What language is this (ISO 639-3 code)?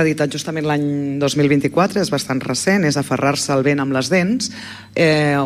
cat